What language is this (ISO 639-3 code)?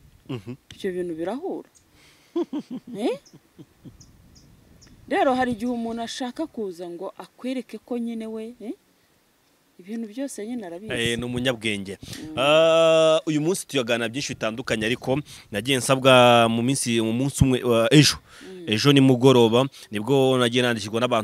kin